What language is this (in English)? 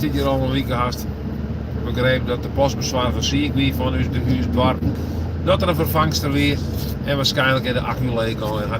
Western Frisian